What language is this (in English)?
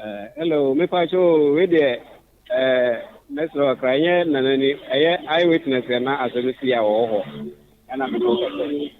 Akan